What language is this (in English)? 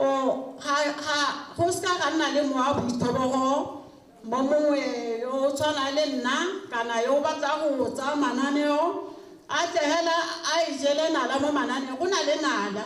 Tswana